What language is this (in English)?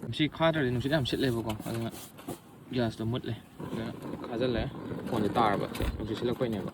Manipuri